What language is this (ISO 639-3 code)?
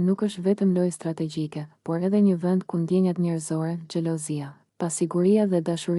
sqi